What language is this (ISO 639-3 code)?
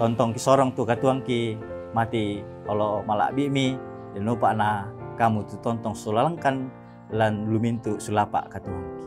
sda